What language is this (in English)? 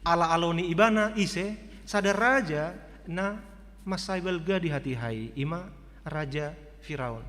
Batak Toba